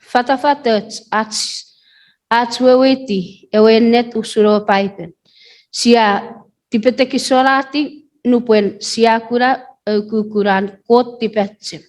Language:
Chuukese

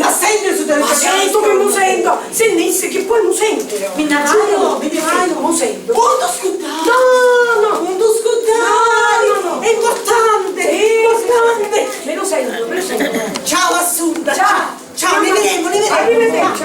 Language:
Sicilian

